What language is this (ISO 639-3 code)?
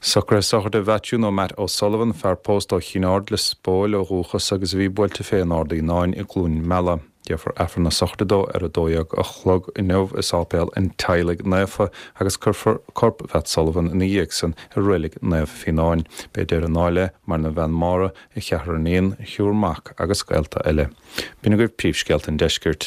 gle